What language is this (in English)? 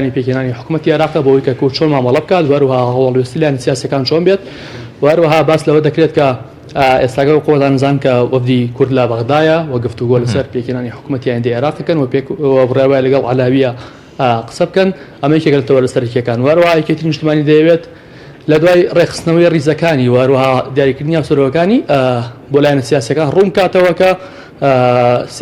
Central Kurdish